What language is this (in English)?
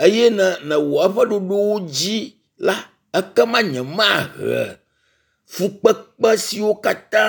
Ewe